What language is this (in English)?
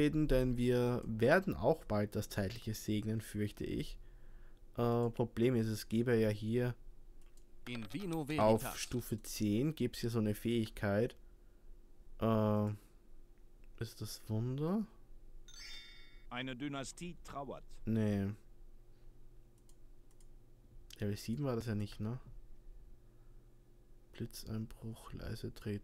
German